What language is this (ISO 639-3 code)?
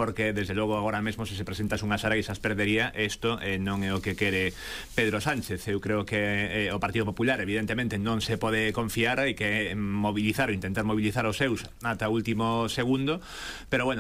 glg